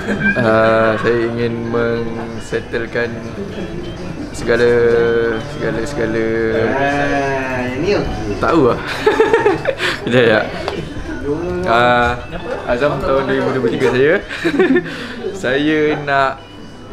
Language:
Malay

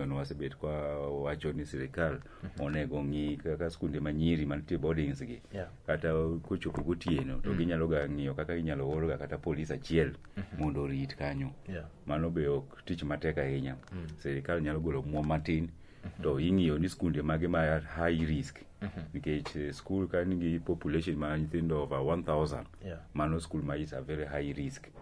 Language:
Luo (Kenya and Tanzania)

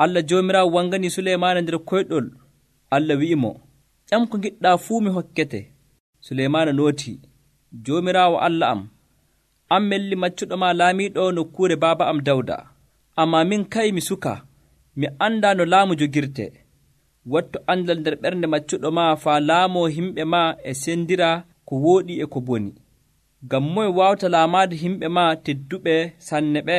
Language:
Nigerian Fulfulde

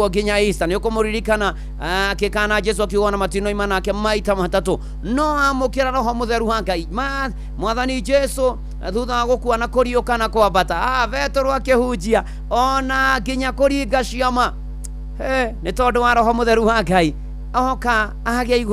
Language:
Kikuyu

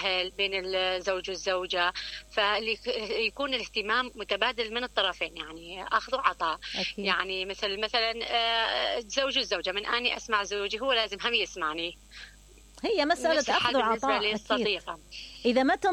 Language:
Mesopotamian Arabic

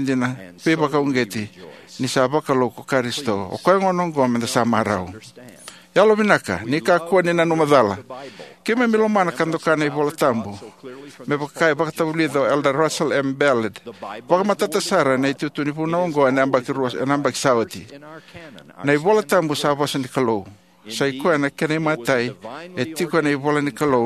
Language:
Fijian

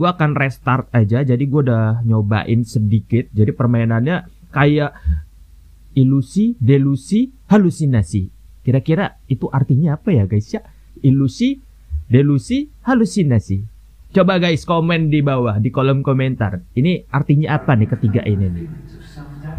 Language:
Indonesian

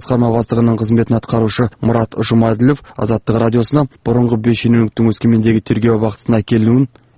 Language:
Kazakh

